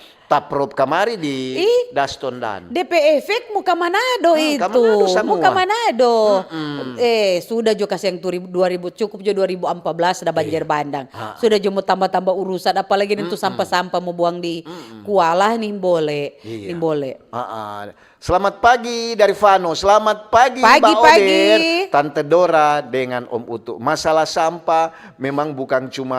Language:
Manado Malay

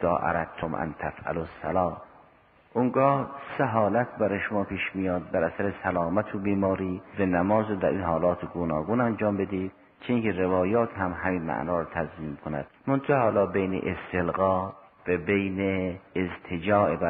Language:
Persian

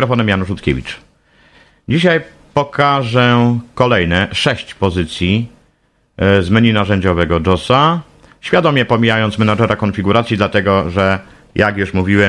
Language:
Polish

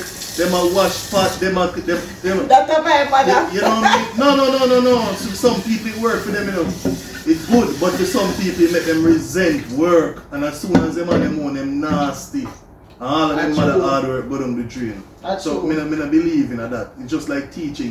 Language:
Jamaican Creole English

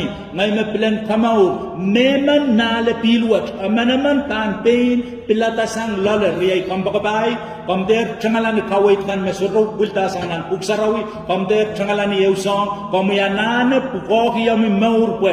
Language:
Pohnpeian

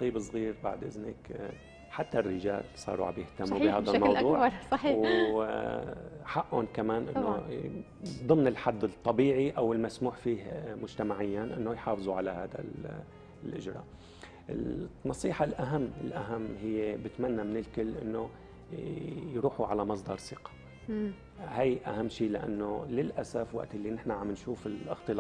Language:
North Levantine Arabic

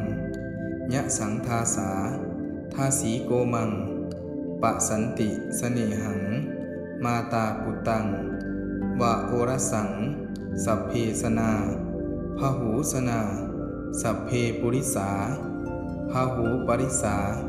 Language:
Pali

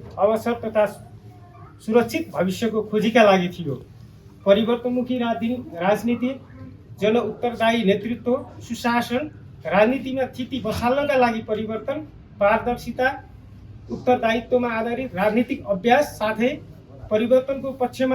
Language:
Nepali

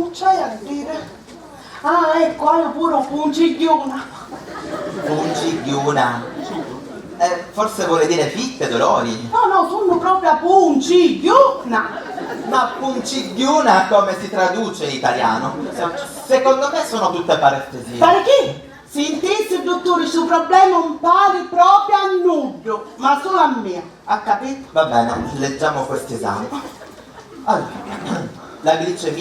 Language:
Sicilian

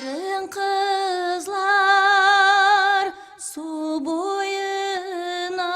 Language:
Kara-Kalpak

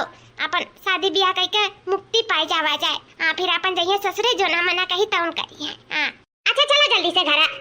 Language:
Awadhi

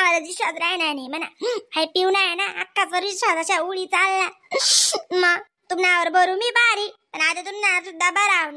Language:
Khandesi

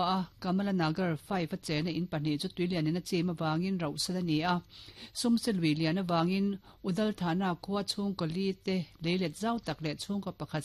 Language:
Mizo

